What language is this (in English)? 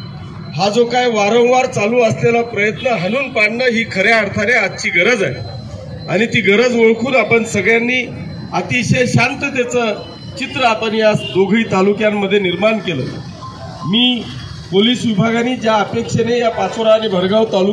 Marathi